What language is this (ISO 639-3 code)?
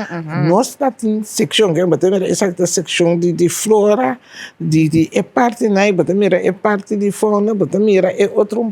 pap